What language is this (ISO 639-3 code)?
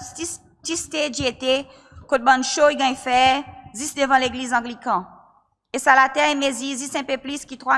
crs